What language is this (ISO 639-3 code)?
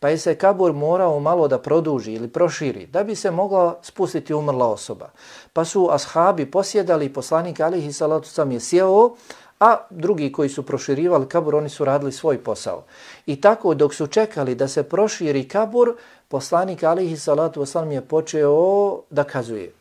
bos